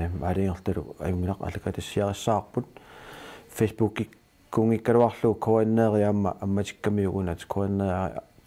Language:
Kalaallisut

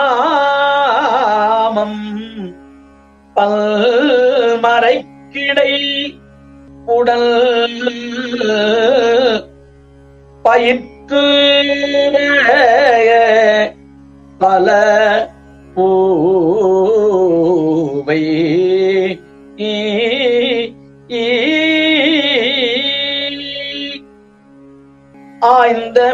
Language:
Tamil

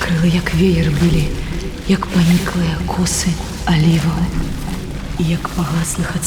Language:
Belarusian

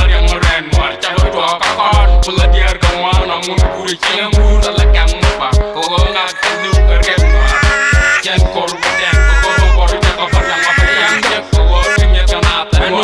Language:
Nuer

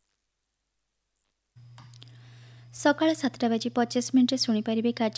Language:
Odia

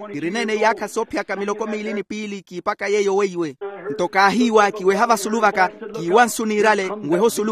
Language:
Makhuwa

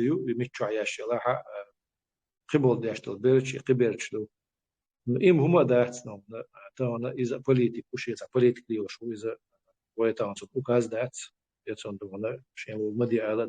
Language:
Chechen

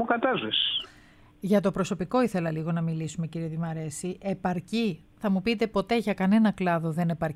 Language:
Greek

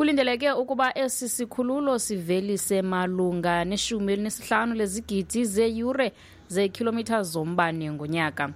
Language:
Xhosa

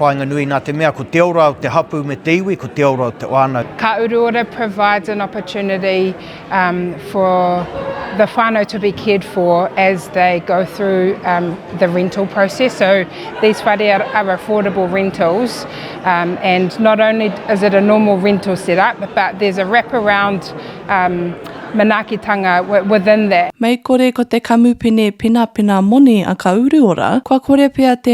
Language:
Māori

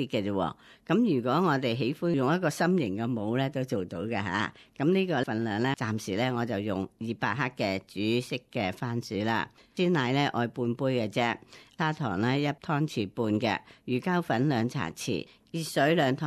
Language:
Cantonese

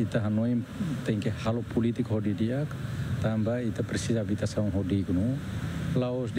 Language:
Tetum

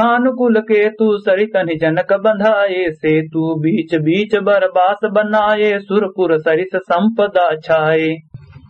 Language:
Awadhi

